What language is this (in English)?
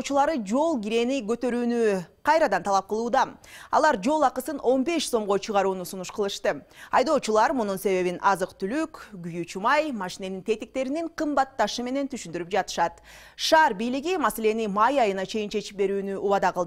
Kyrgyz